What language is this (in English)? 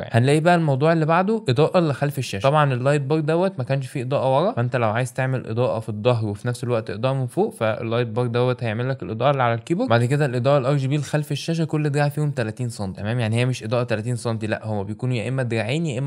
Egyptian Arabic